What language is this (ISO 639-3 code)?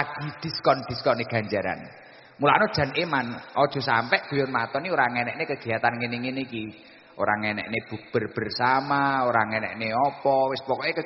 jav